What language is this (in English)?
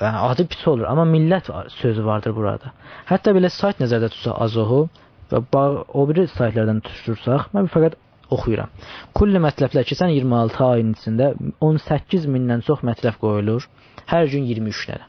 South Azerbaijani